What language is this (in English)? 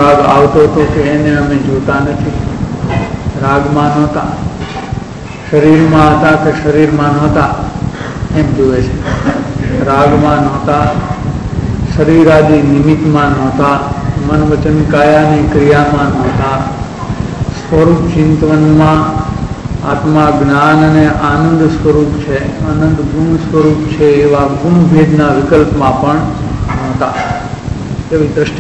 Gujarati